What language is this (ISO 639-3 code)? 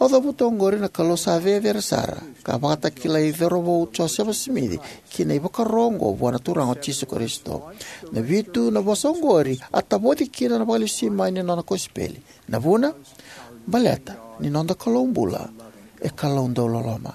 fij